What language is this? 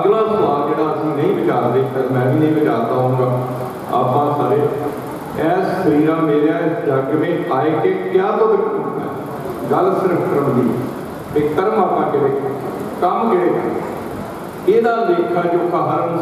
Punjabi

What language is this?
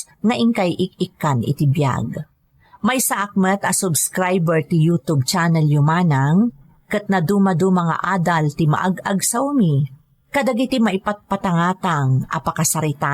Iloko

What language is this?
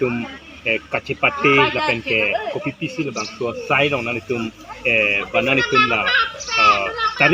Karbi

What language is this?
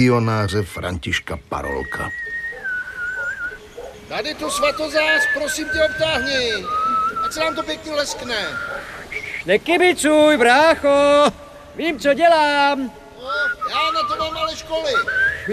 Czech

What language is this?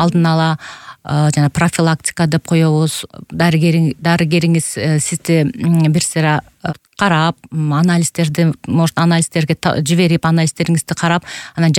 Kyrgyz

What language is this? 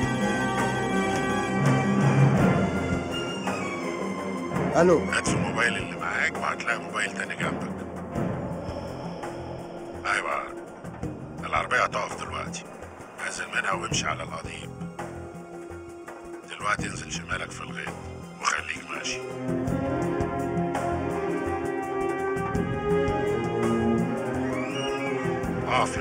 Egyptian Arabic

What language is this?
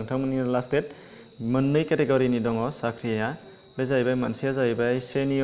Bodo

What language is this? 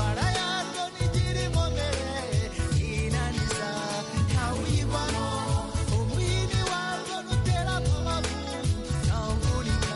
Kinyarwanda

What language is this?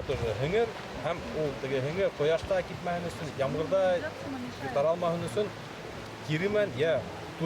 Bashkir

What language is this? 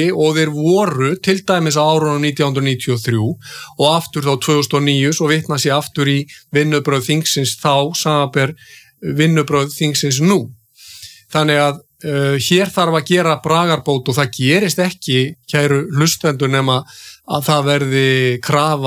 Icelandic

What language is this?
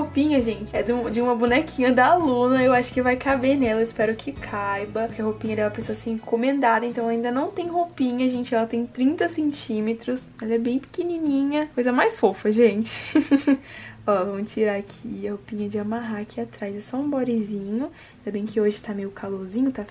Portuguese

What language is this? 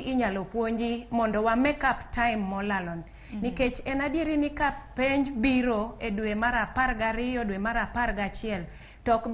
Luo (Kenya and Tanzania)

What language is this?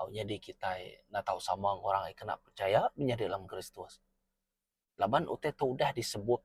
Iban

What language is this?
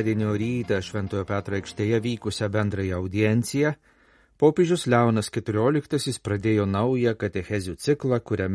Lithuanian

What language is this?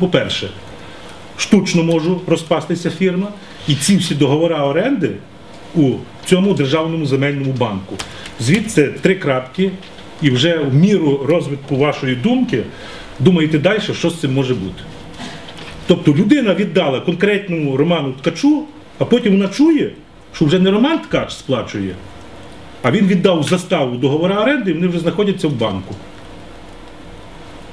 Ukrainian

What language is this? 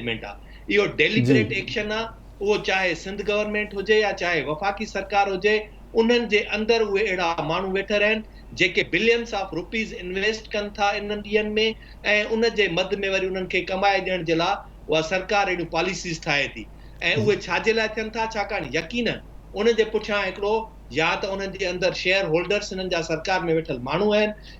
Sindhi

